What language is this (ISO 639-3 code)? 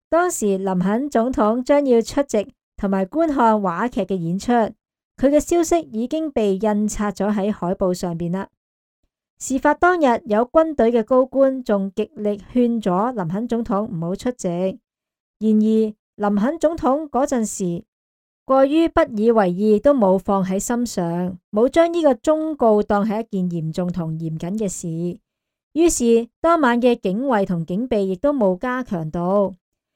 yue